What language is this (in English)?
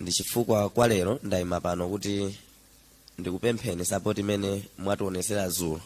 Nyanja